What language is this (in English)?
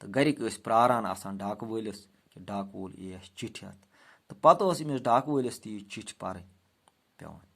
Kashmiri